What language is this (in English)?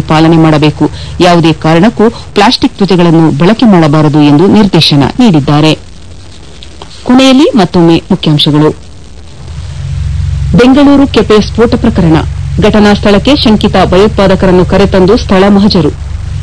Kannada